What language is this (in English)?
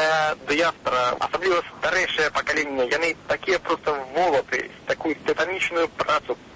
Belarusian